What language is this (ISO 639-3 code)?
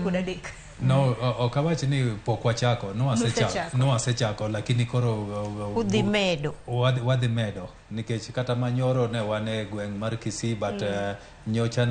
luo